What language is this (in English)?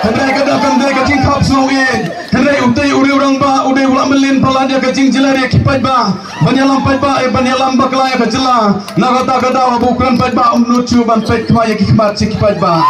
Khasi